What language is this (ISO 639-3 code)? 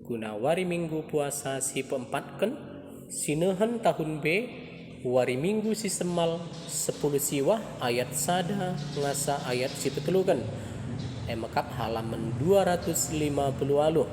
btx